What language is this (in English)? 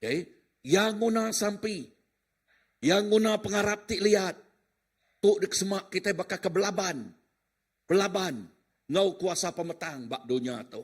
Iban